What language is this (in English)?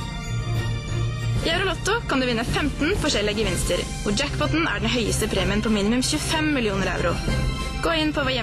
Norwegian